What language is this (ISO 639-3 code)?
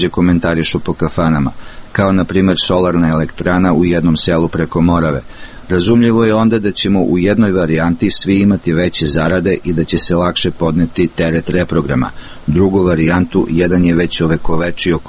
srp